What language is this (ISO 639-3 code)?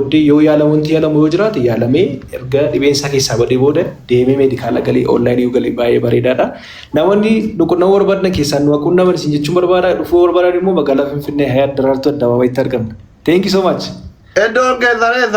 orm